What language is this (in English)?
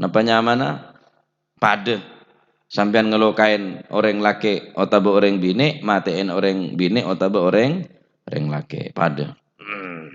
Madurese